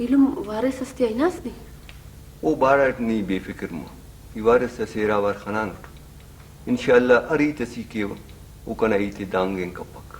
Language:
Brahui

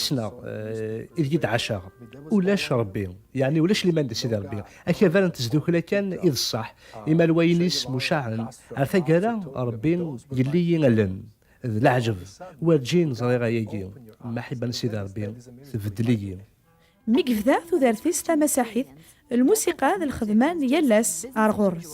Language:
Kabyle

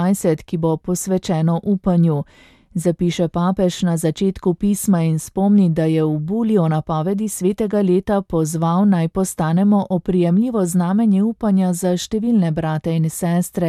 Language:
Slovenian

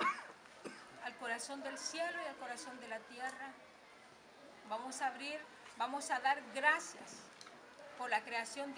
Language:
Spanish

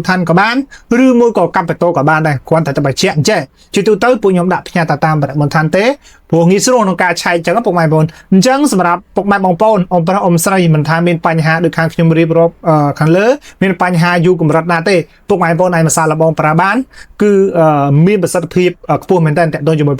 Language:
Khmer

